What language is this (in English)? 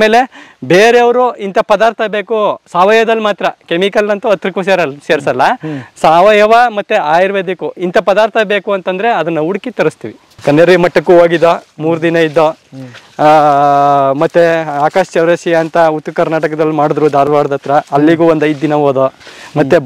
Kannada